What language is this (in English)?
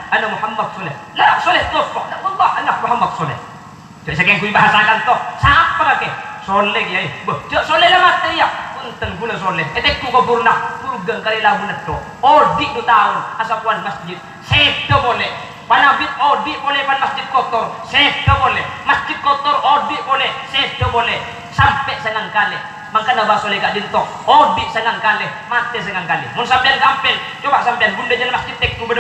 Madurese